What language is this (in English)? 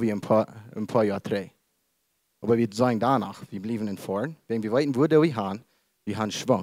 Plautdietsch